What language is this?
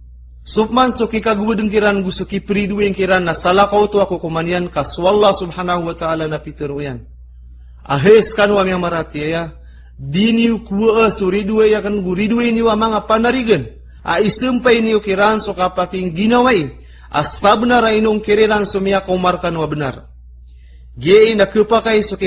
Maranao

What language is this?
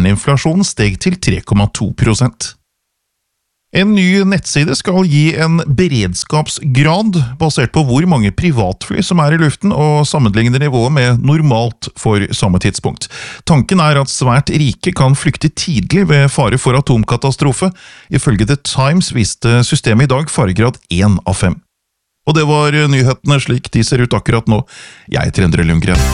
Norwegian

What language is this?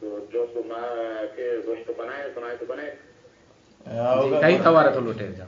Baluchi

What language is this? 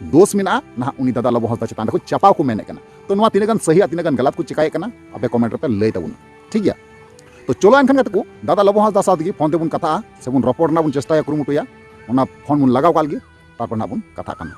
Santali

